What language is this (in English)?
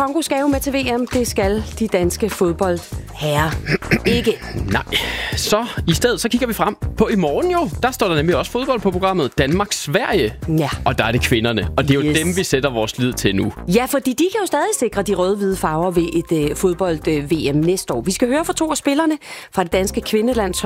Danish